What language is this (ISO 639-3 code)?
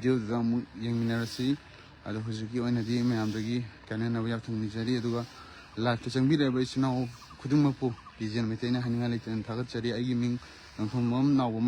mni